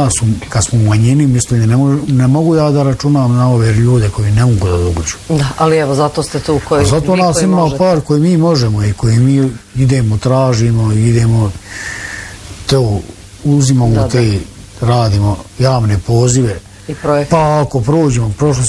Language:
Bosnian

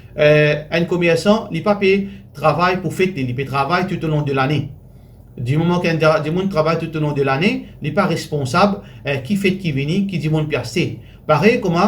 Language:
Morisyen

